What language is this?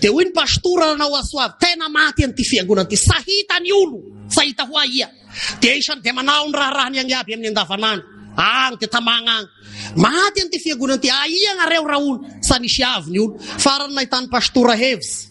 Malagasy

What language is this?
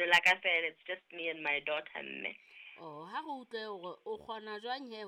Southern Sotho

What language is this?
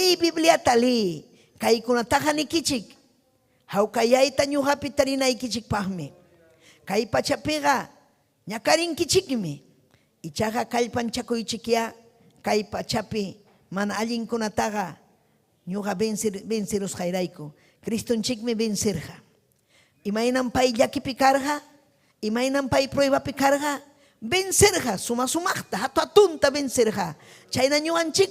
Ayacucho Quechua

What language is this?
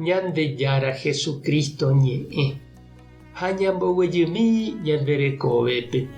Guarani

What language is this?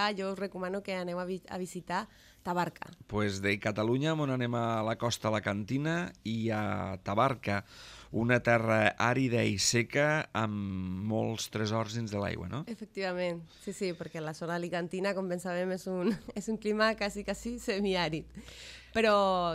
Catalan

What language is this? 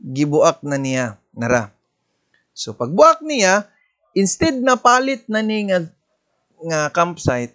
Cebuano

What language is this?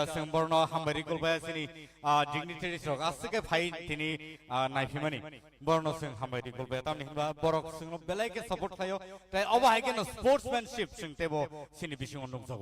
Kok Borok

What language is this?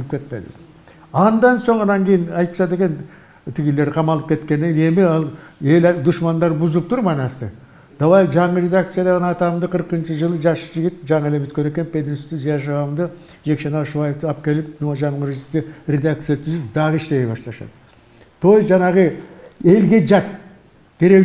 Kyrgyz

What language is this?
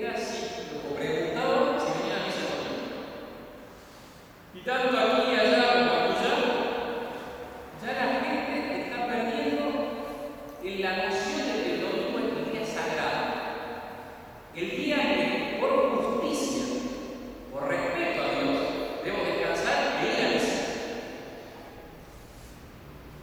Spanish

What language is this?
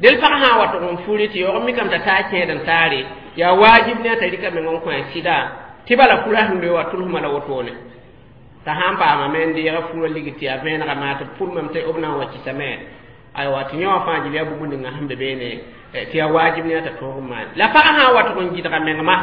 Mossi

